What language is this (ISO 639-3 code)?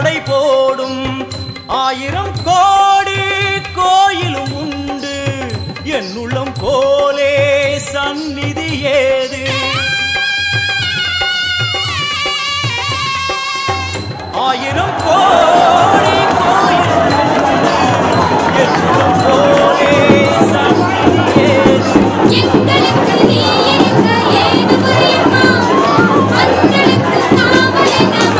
tam